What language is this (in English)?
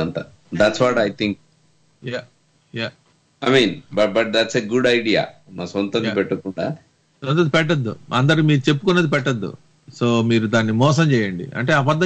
Telugu